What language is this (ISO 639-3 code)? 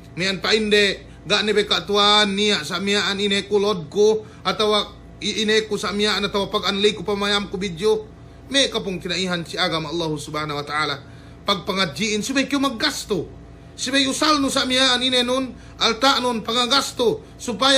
yka